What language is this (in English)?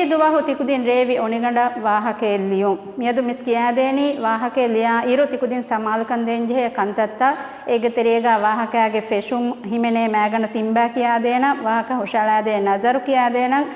Divehi